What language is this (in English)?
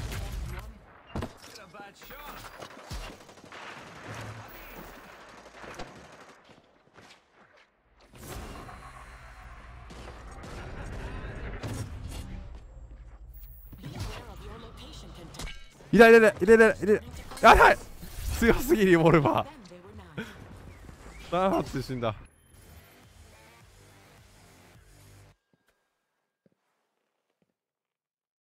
Japanese